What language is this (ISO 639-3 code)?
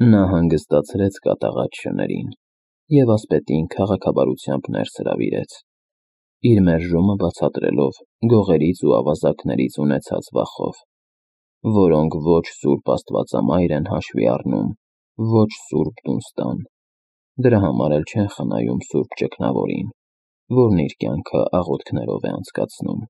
hye